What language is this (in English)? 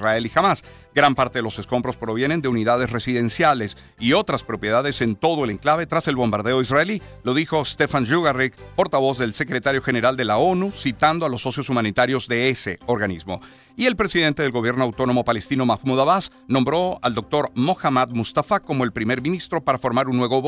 Spanish